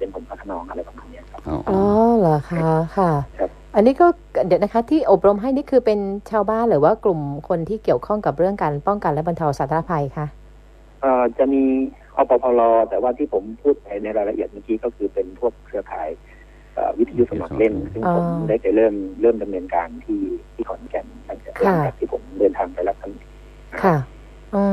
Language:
Thai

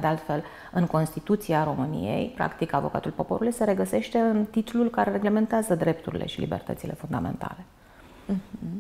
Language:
Romanian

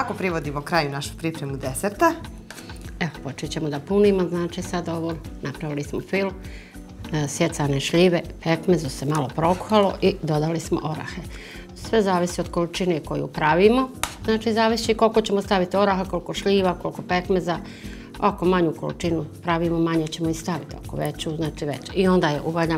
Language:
Bosnian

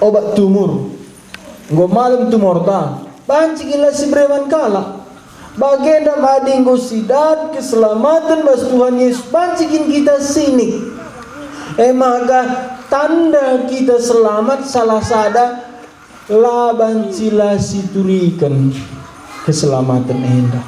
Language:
Batak Karo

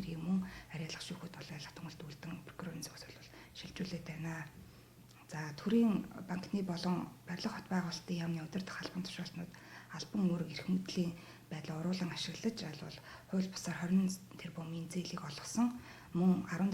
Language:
Mongolian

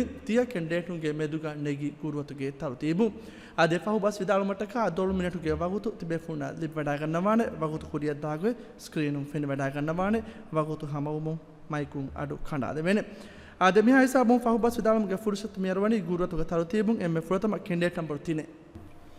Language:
Divehi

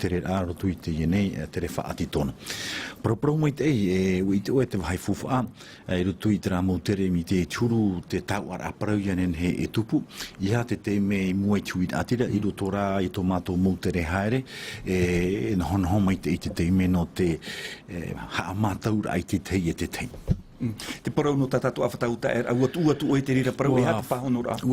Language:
Tahitian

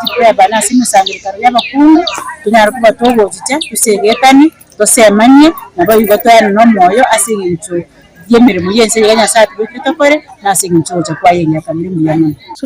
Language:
Gusii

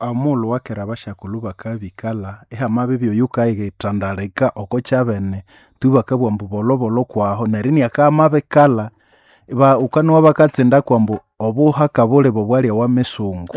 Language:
Nande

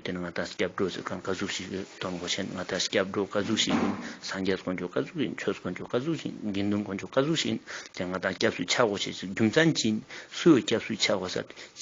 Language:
Ladakhi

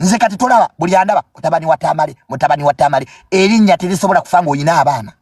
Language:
Ganda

